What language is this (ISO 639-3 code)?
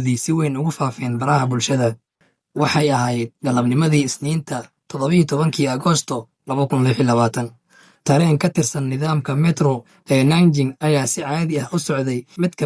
som